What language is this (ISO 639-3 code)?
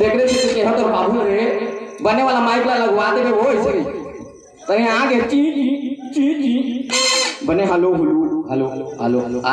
hne